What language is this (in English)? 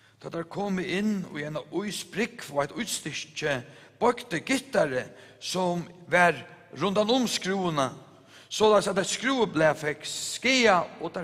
Faroese